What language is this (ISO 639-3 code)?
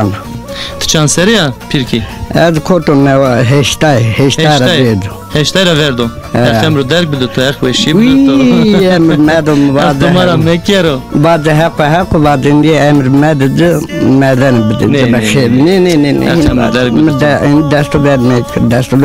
zza